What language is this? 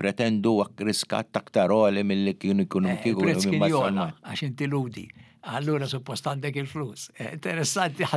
Maltese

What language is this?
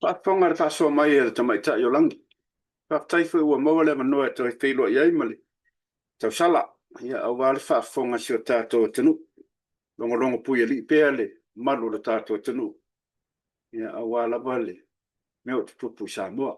Samoan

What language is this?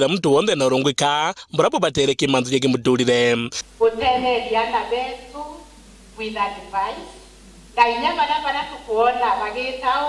Meru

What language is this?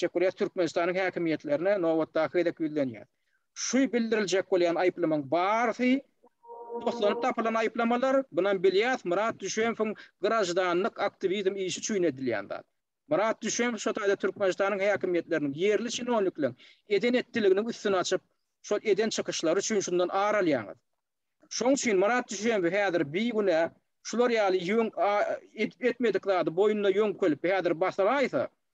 Turkmen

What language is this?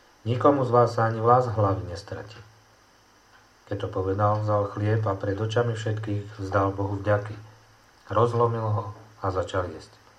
Slovak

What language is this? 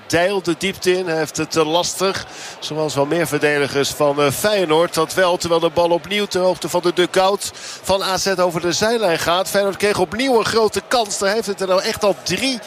Dutch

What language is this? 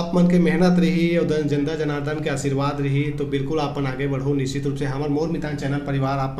Chhattisgarhi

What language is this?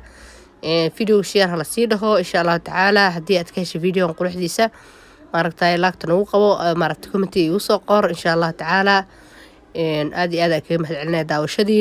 Somali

